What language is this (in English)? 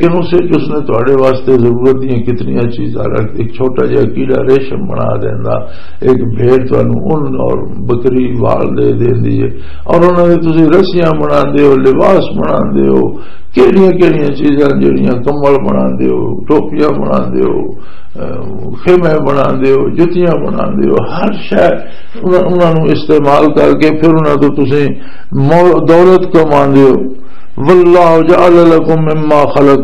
Western Panjabi